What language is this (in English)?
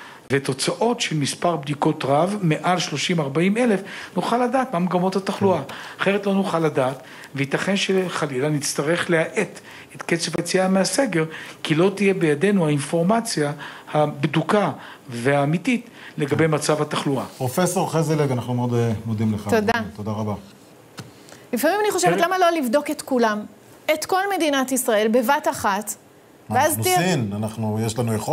Hebrew